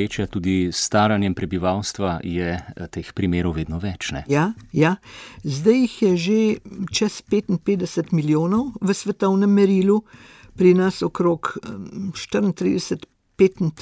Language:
Slovenian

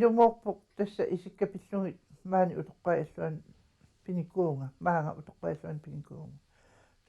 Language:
Kalaallisut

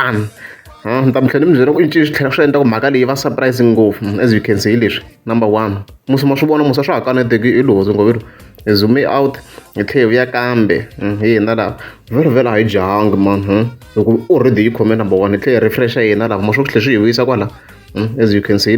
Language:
Tsonga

